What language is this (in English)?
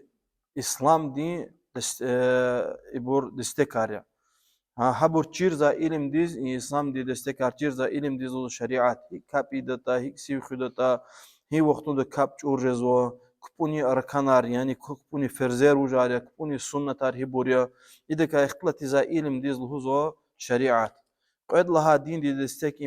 Lezghian